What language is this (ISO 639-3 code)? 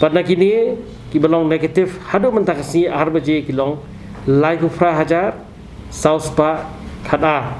kha